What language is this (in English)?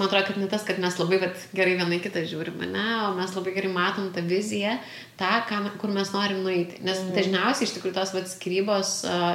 Lithuanian